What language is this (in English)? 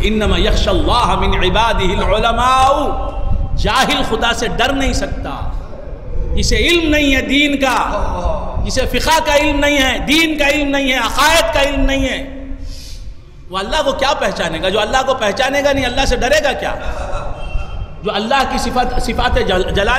Urdu